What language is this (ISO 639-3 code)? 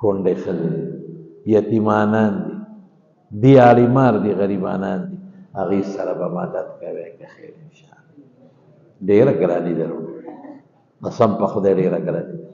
pus